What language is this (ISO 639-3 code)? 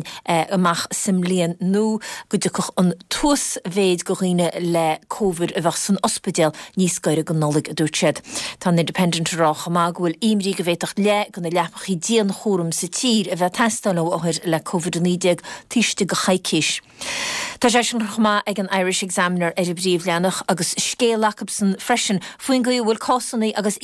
gle